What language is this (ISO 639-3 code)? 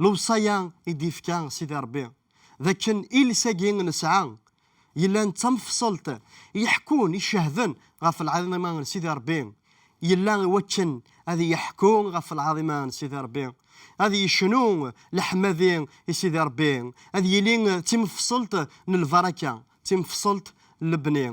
kab